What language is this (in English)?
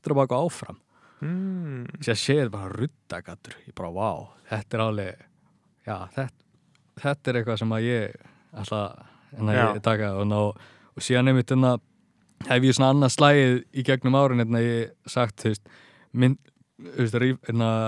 Icelandic